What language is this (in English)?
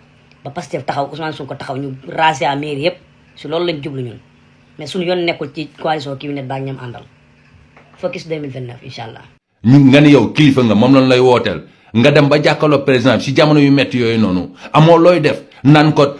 Wolof